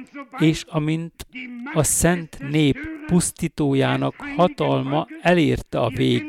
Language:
Hungarian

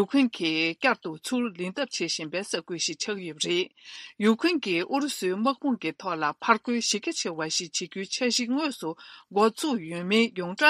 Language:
Tibetan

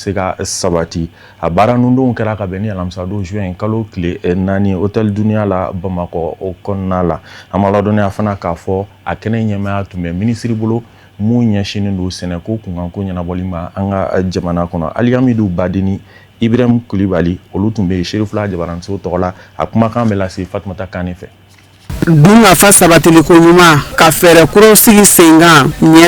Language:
Bambara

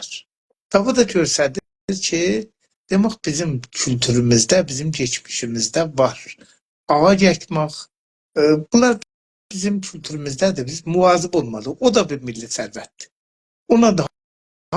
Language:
South Azerbaijani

